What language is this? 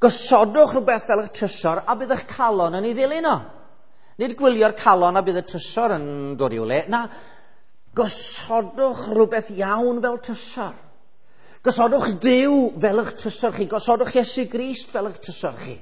Welsh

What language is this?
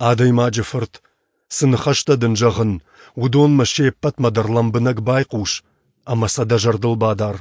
Ossetic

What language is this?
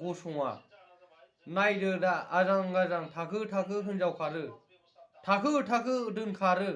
Bodo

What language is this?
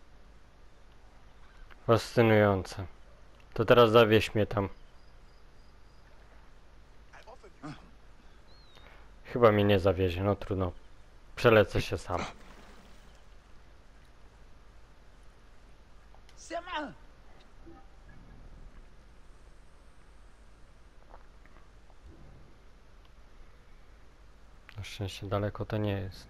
Polish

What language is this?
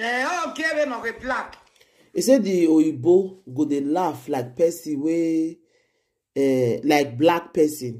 Nigerian Pidgin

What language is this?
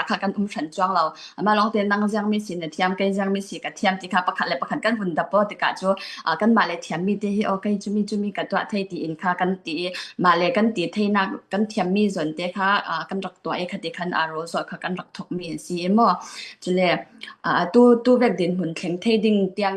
Falam Chin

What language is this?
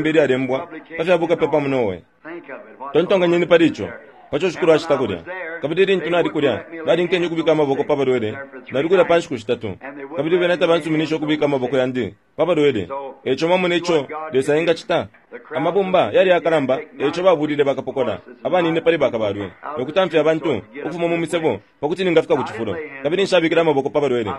Bemba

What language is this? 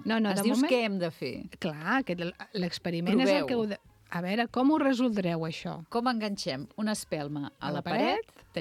Catalan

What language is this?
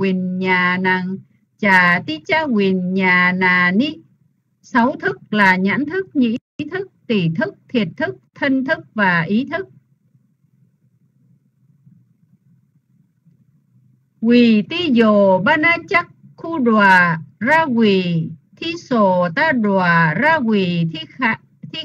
Vietnamese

